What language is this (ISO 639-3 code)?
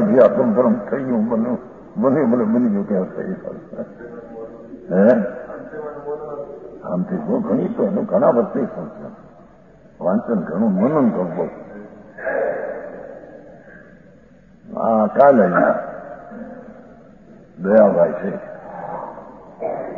guj